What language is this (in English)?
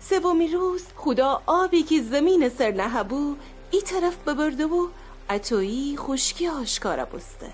Gilaki